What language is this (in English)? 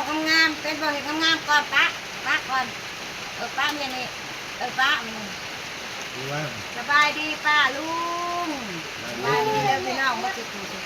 Northeastern Thai